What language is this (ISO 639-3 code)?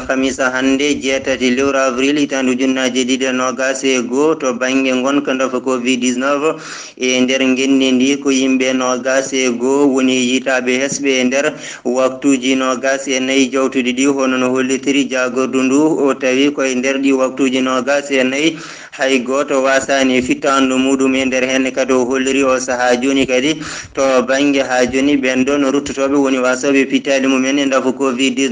ful